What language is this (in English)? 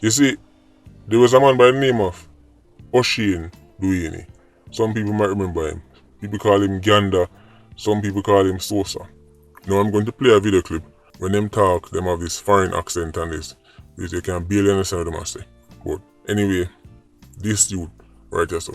Jamaican Creole English